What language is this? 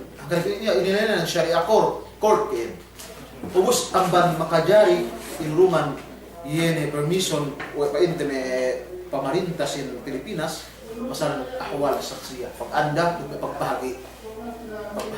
Yakan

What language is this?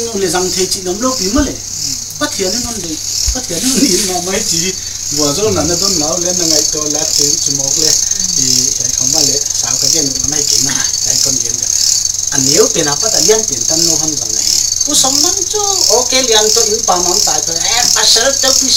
Paite Chin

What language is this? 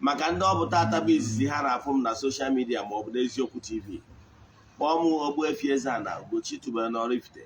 Igbo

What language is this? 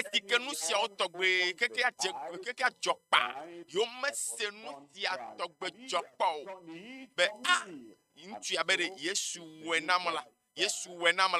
Ewe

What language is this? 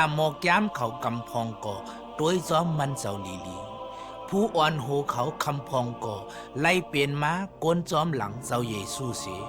Shan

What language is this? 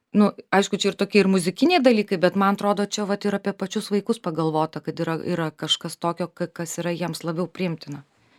Lithuanian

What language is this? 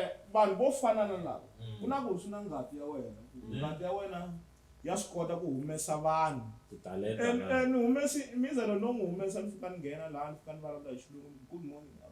Tsonga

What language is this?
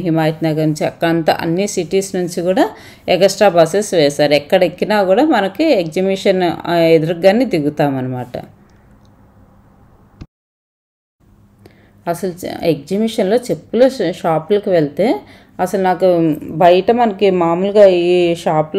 Telugu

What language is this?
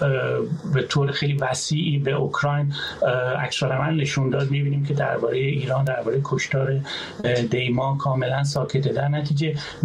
Persian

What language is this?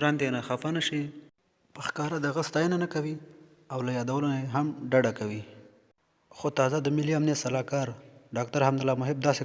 Pashto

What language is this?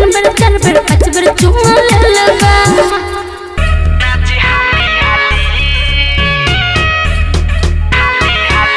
Bhojpuri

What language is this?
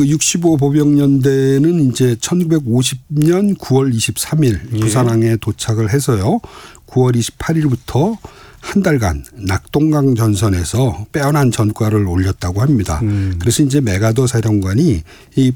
Korean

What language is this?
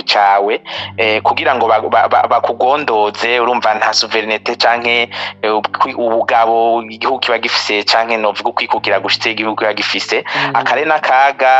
Rundi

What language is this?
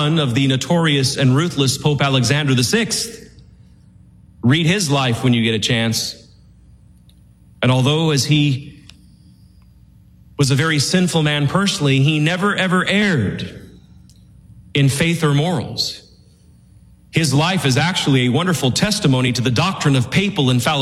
English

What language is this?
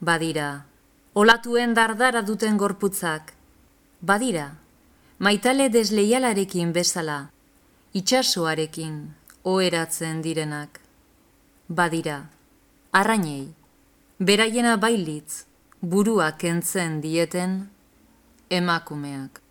Basque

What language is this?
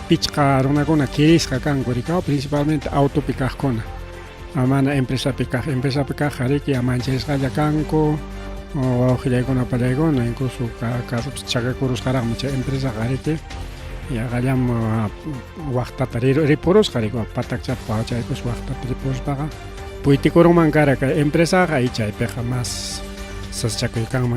Ayacucho Quechua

